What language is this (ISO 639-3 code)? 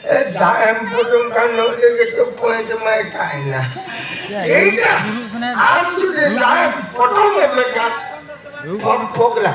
sat